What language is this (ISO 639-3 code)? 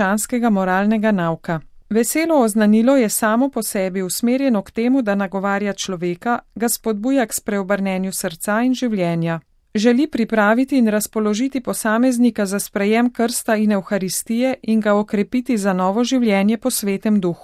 slv